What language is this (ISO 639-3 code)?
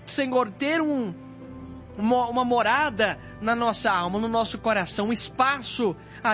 por